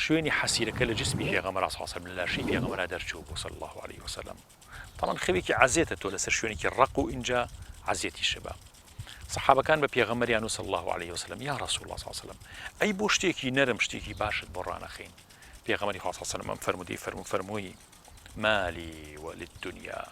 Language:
Central Kurdish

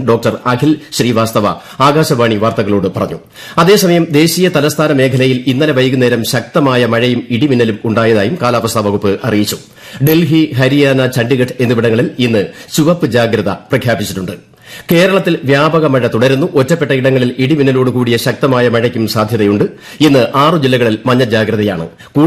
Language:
Malayalam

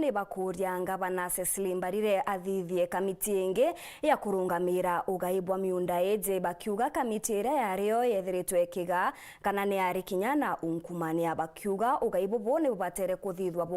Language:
Meru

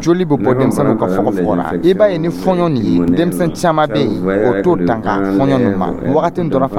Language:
Dyula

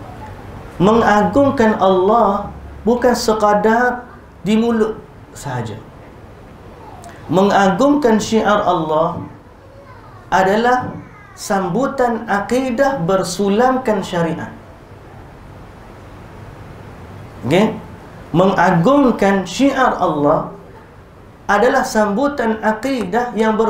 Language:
Malay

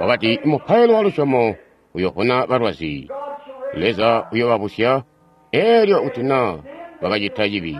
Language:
Tonga (Zambia)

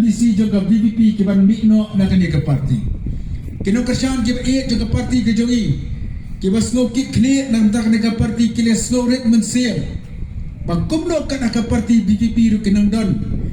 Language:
Khasi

